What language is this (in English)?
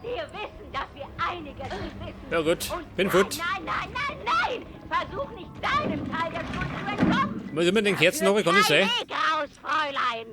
Bavarian